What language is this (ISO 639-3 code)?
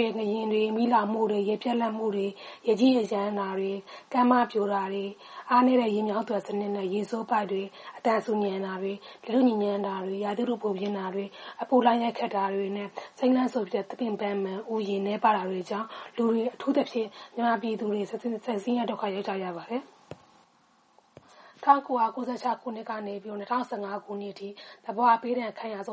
mya